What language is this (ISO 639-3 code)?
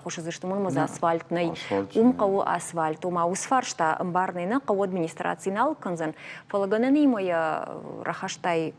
oss